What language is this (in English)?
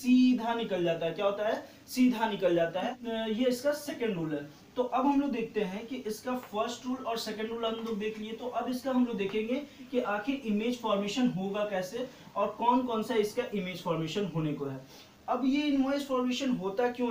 Hindi